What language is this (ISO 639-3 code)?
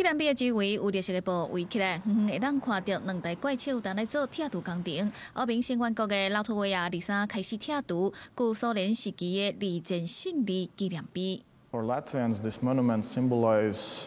nan